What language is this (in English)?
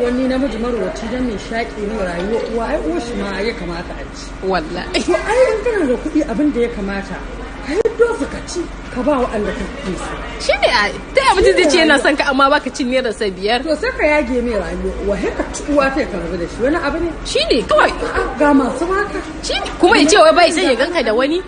Hausa